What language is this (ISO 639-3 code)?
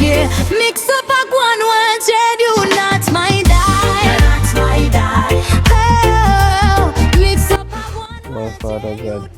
jam